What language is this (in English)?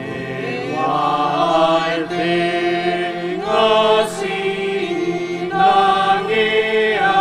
Nias